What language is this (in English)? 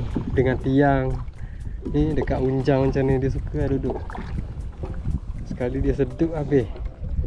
Malay